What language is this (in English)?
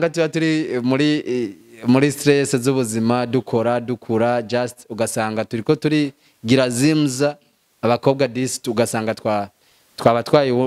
Rundi